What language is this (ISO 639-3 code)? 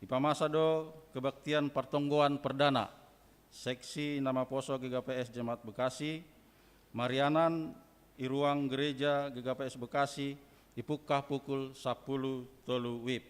bts